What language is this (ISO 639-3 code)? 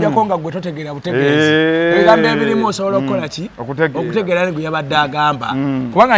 lug